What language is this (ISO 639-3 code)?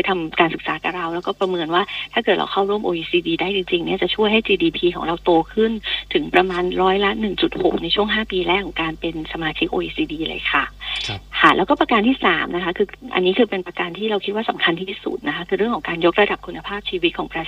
tha